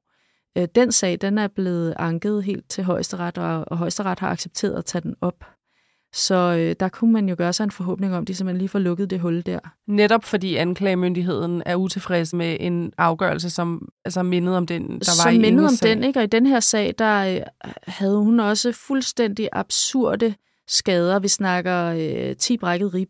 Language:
Danish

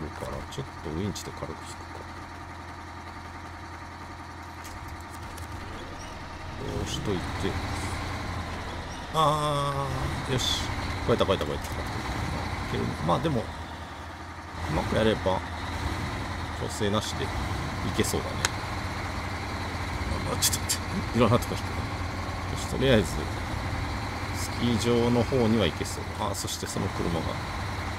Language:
Japanese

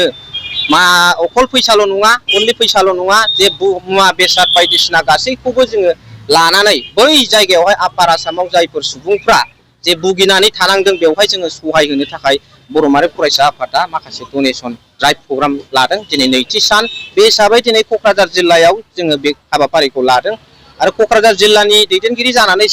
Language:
Bodo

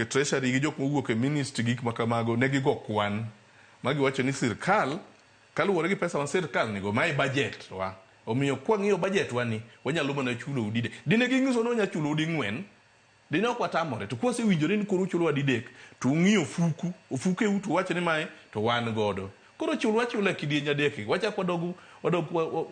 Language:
Luo (Kenya and Tanzania)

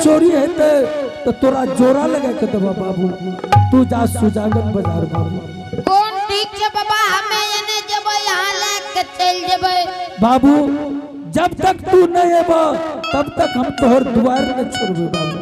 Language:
Angika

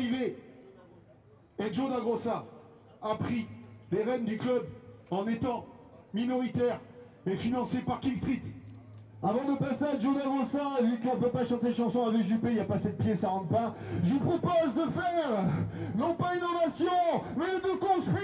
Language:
French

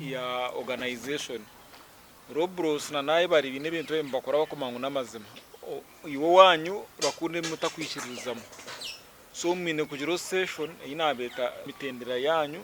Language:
Nyankole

